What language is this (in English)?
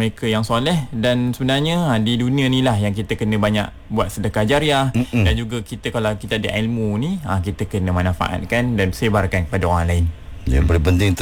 Malay